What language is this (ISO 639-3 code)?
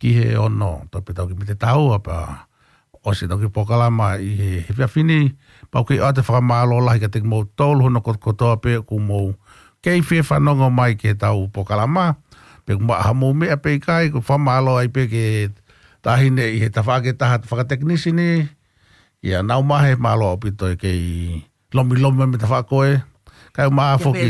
ton